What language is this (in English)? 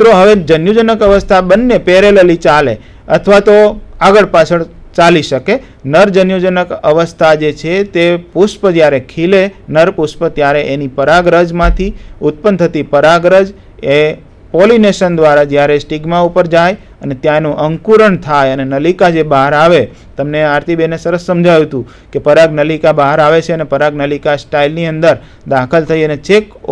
Gujarati